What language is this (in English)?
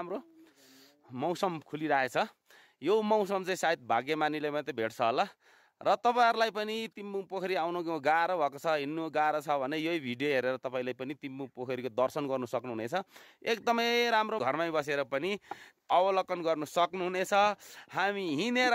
Nepali